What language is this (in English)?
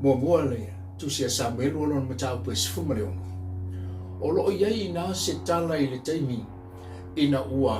Samoan